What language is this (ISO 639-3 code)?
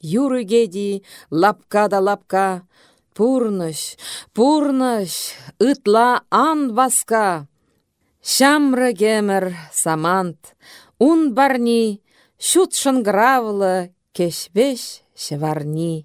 chv